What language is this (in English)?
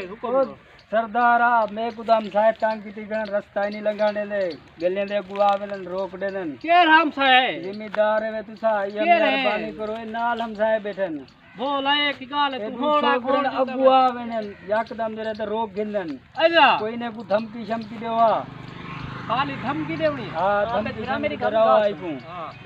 Saraiki